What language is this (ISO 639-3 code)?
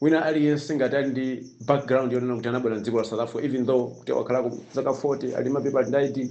nya